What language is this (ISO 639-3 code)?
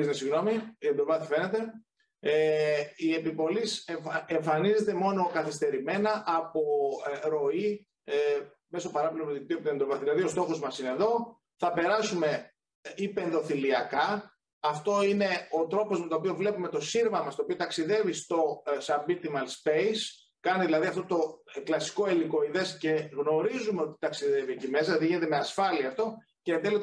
ell